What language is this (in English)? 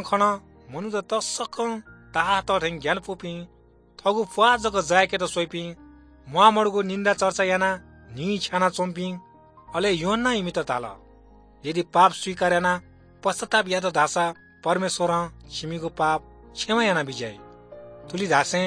Newari